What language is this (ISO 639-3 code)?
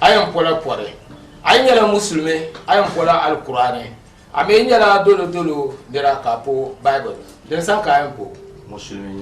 dag